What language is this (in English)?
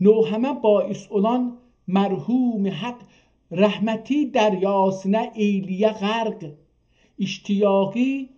South Azerbaijani